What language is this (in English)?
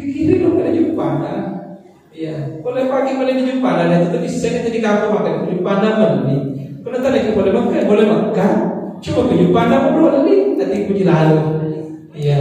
Buginese